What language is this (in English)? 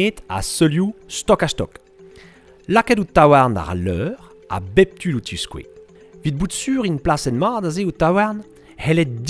Breton